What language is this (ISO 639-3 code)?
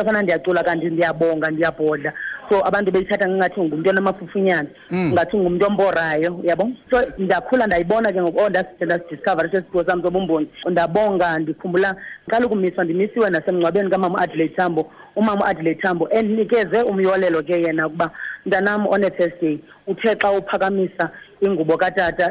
xho